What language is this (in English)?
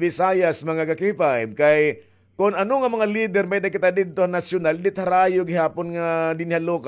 Waray